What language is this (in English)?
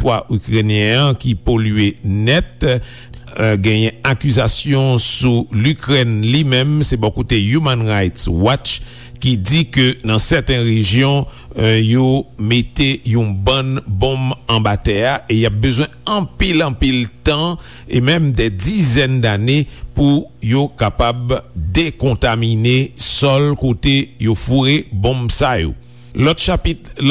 Haitian Creole